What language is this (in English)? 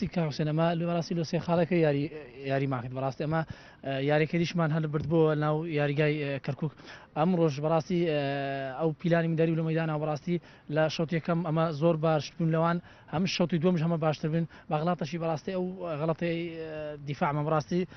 Central Kurdish